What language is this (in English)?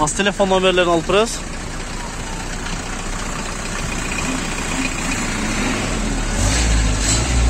Kyrgyz